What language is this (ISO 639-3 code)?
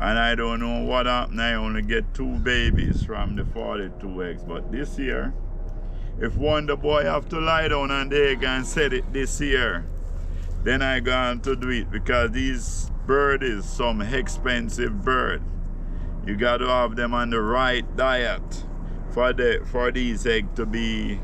jam